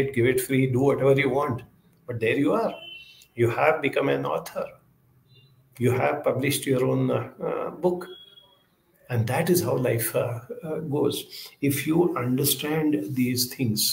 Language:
English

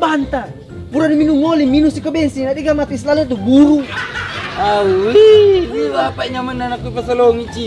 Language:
Buginese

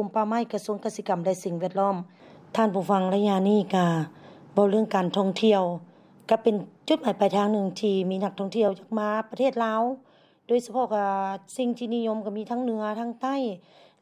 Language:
Lao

